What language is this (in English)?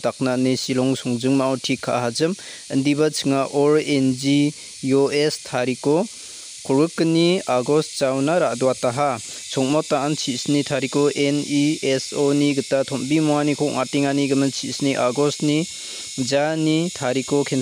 Garo